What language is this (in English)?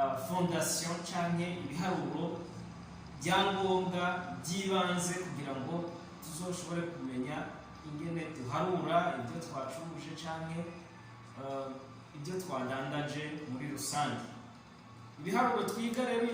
Rundi